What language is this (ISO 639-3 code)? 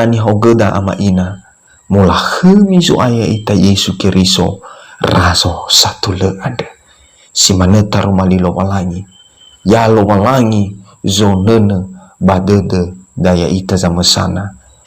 nia